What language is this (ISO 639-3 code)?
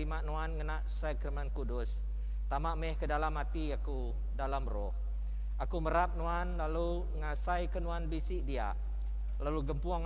iba